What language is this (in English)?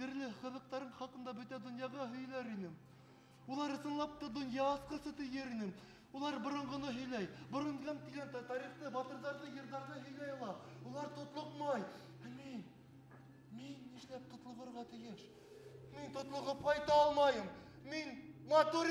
Bashkir